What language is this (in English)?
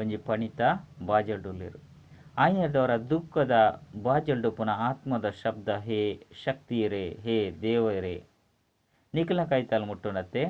Tulu